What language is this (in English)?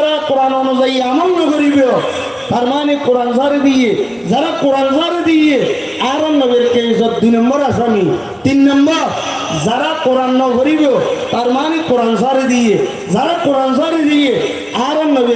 Rohingya